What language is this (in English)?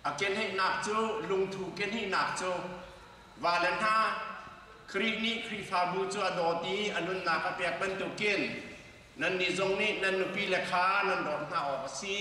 Hakha Chin